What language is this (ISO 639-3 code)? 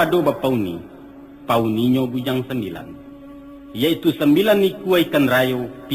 min